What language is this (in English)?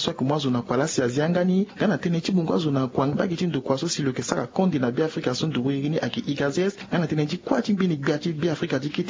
Sango